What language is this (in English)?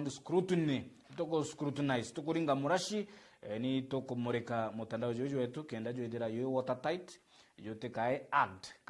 Meru